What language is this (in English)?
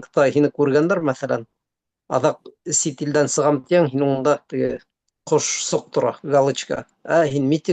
Bashkir